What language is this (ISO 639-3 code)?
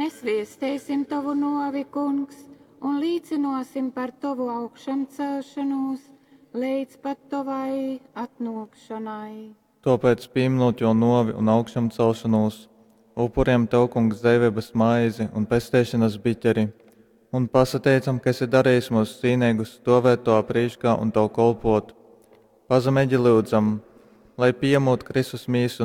ltg